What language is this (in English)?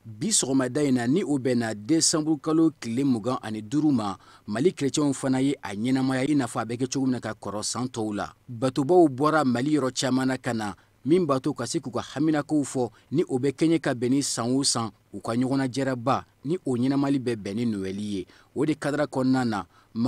Bambara